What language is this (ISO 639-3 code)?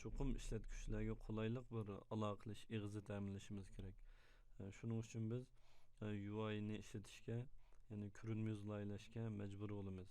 uig